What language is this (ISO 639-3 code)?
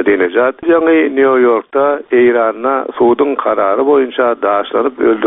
tuk